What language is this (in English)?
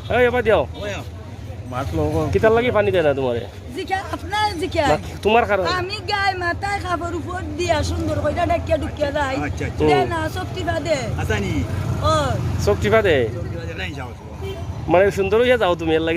Sylheti